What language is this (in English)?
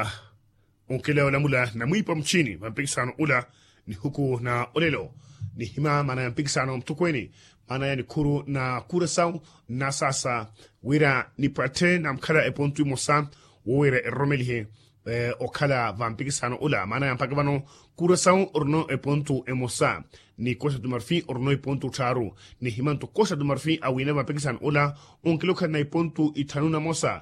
Makhuwa